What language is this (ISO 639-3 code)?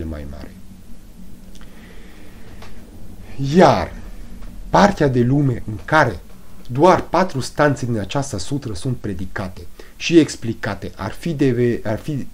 ron